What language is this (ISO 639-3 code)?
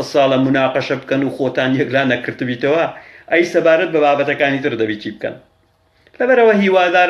ckb